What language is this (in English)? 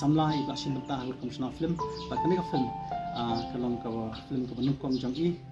Khasi